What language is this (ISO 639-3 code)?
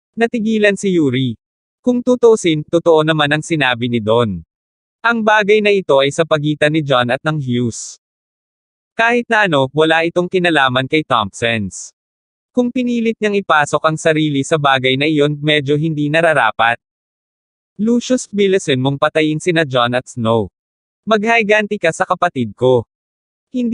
fil